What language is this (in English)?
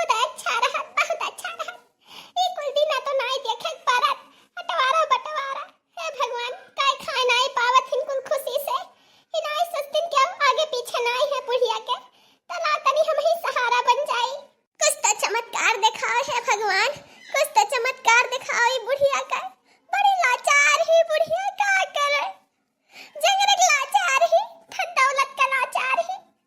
Awadhi